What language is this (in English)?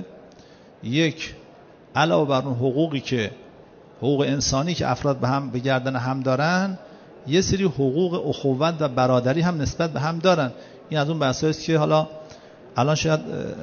Persian